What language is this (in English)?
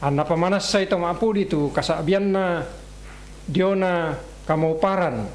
Toraja-Sa'dan